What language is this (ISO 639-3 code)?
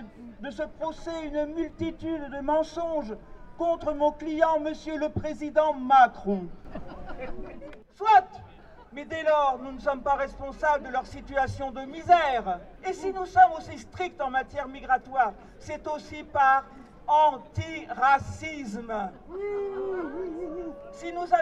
fra